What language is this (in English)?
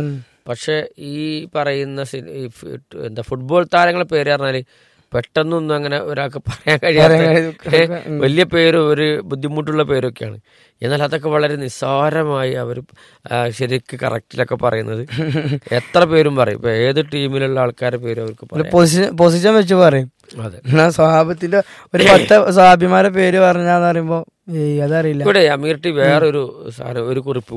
Malayalam